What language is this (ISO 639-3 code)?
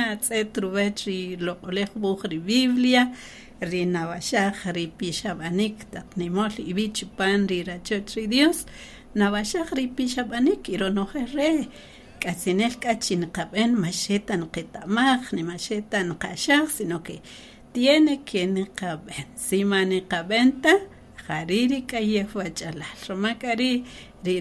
cak